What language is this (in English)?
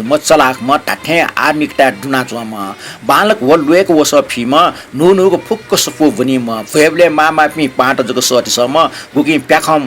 Newari